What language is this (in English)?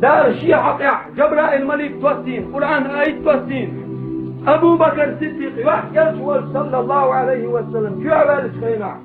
Chechen